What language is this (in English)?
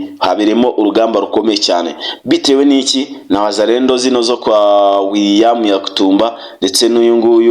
Kinyarwanda